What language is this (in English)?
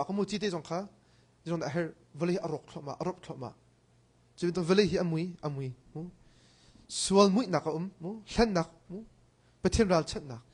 Hakha Chin